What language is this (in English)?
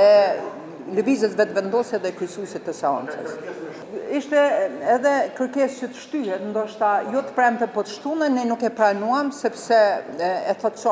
Albanian